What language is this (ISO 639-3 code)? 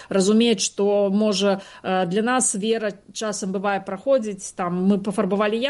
bel